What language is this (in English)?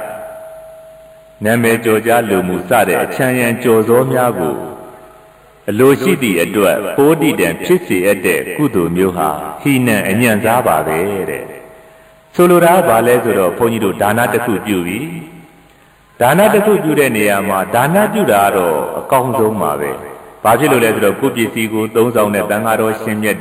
Burmese